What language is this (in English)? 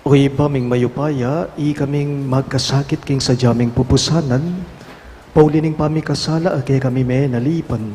Pampanga